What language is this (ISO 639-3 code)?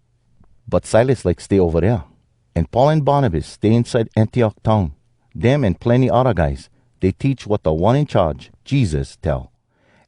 hwc